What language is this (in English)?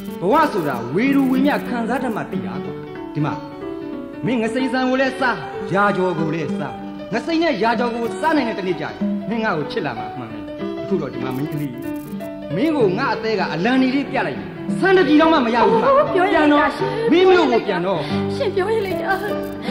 Burmese